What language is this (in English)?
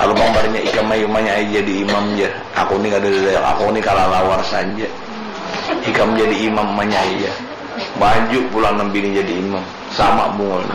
Banjar